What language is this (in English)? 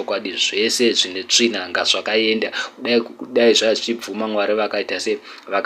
Shona